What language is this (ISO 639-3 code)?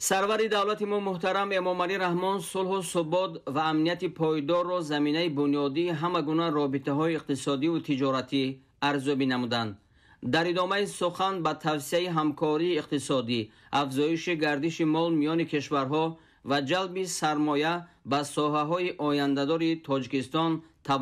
tgk